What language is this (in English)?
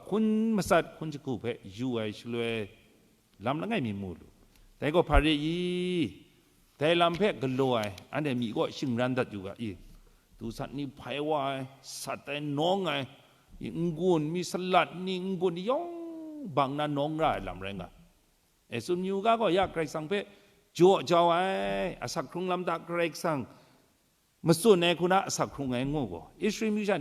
Kachin